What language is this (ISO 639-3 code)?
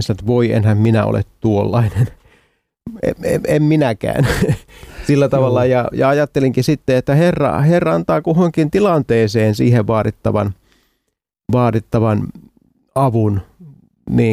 fin